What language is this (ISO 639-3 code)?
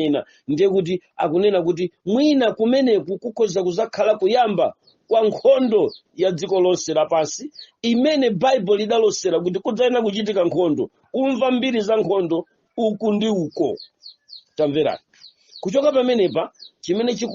nya